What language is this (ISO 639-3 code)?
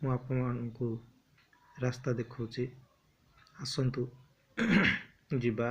ori